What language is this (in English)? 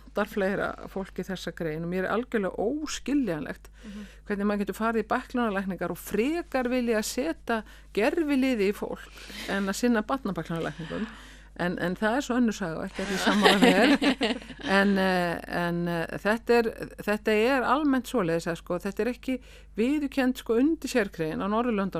Icelandic